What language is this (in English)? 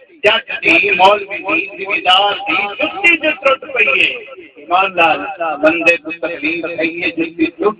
Saraiki